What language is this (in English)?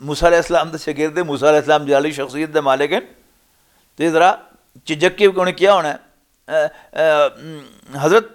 Western Panjabi